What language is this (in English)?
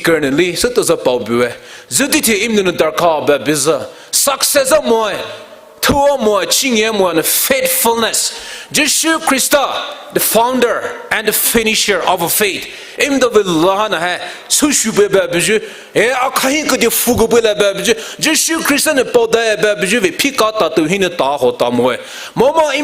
Poumei Naga